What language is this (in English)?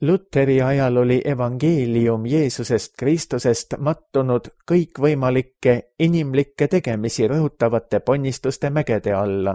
Estonian